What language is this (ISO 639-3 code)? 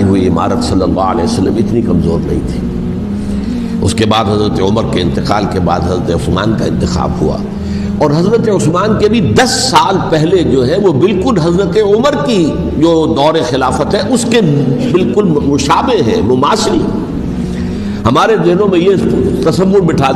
urd